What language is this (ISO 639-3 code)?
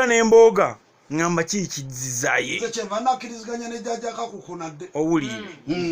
lug